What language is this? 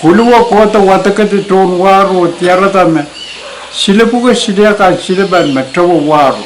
Pohnpeian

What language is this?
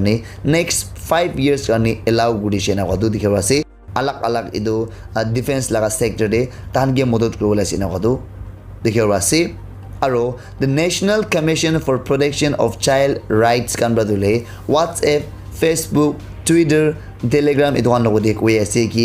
Naga Pidgin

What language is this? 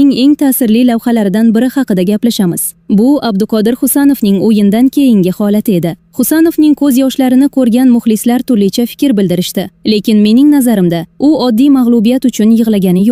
Uzbek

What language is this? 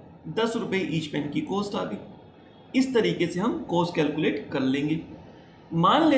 Hindi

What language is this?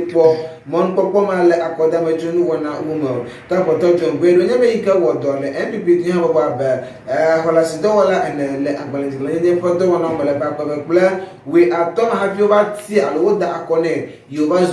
Ewe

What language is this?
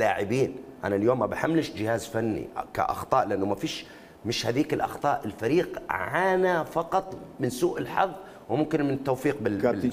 Mesopotamian Arabic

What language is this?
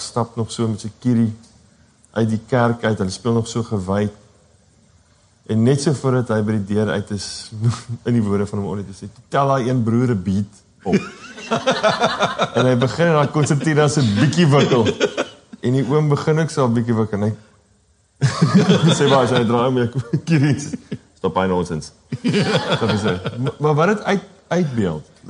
Afrikaans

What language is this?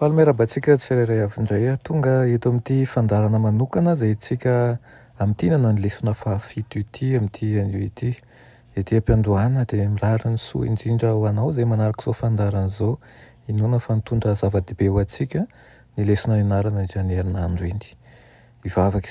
Malagasy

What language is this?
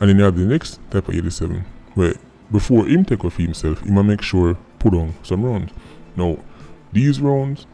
Jamaican Creole English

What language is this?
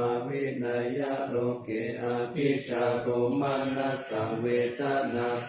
Pali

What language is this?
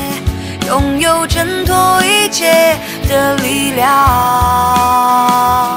Chinese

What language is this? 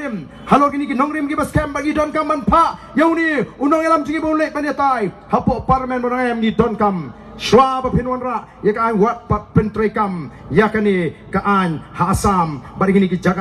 Khasi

